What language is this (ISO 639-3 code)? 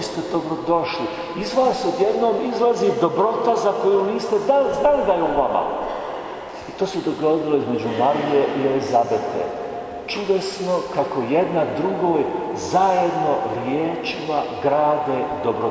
hrv